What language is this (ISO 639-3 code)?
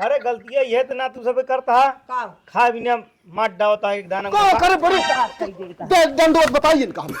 awa